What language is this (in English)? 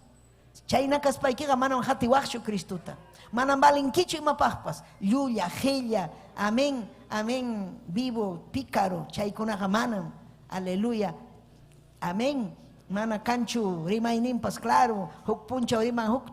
Ayacucho Quechua